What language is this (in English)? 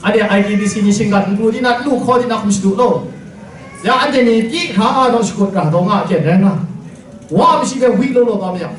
Kachin